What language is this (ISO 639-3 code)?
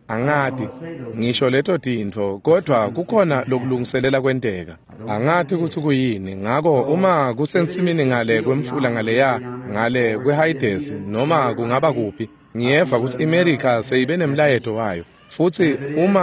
ssw